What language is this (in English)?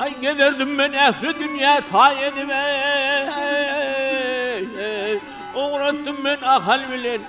Turkmen